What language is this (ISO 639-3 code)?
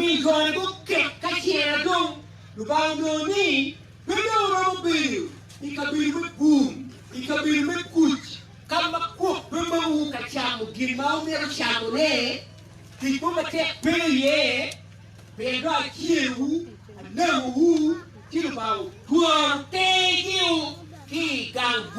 ach